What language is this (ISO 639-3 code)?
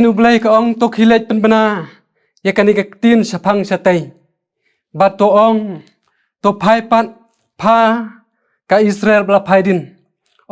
kha